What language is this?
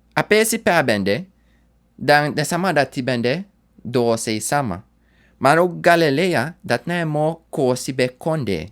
Sranan Tongo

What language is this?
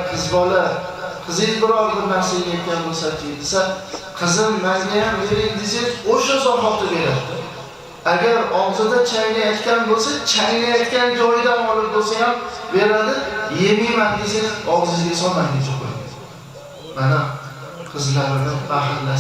Uzbek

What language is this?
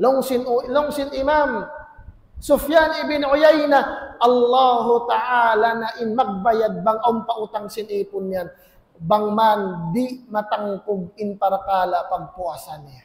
Tausug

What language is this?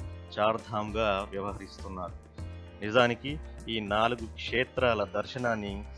Telugu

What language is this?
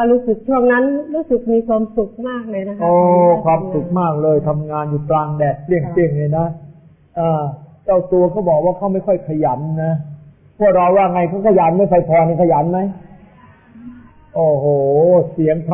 Thai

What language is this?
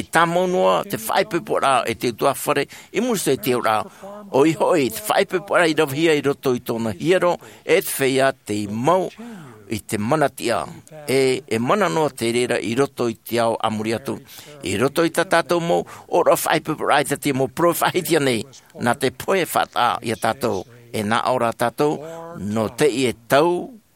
Tahitian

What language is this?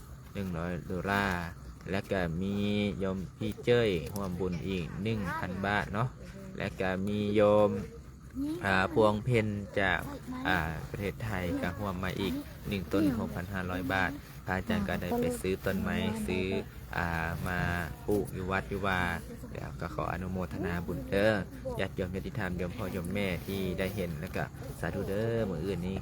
Lao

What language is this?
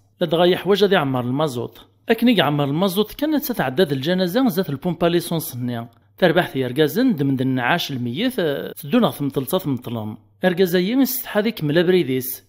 Kabyle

